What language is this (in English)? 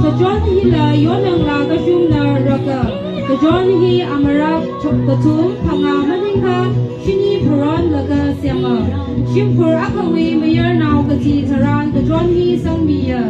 Tangkhul Naga (India)